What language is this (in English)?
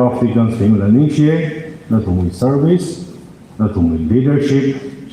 Tangkhul Naga (India)